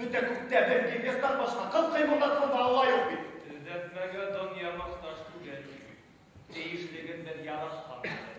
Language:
Bashkir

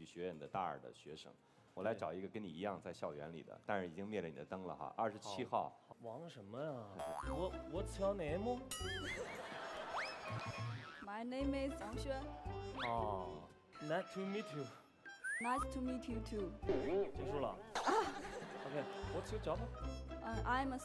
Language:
Chinese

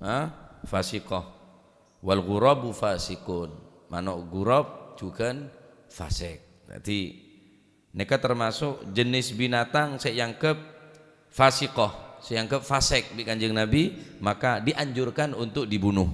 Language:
Madurese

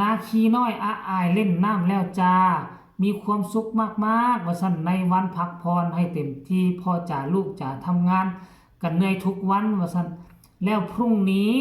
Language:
Northeastern Thai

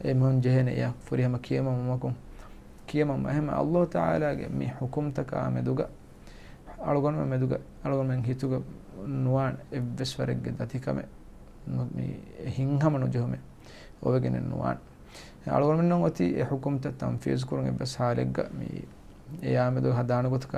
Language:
Divehi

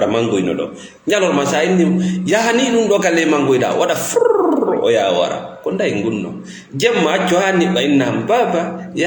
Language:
Fula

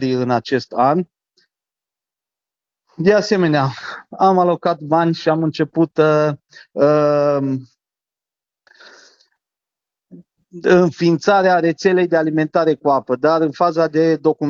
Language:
Romanian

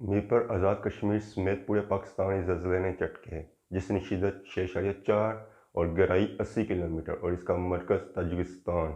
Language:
Pahari-Potwari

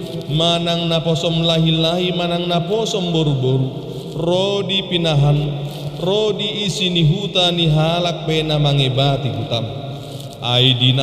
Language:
Batak Toba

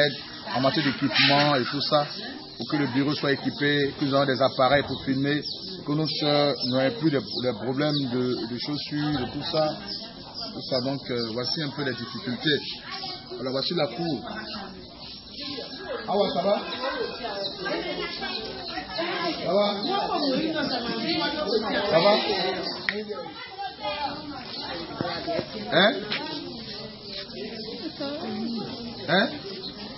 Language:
French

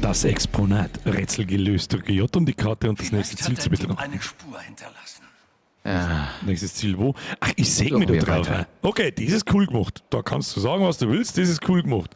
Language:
Bavarian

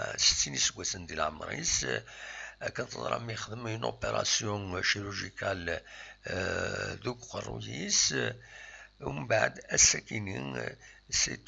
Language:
Kabyle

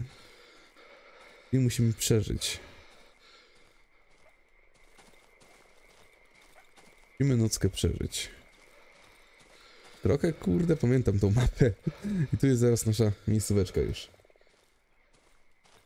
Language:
Polish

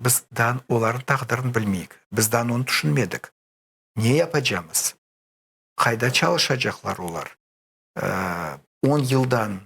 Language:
Crimean Tatar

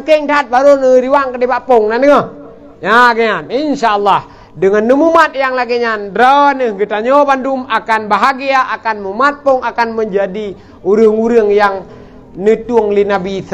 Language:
Achinese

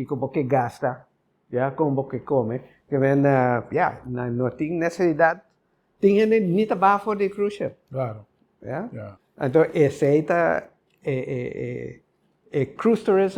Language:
Papiamento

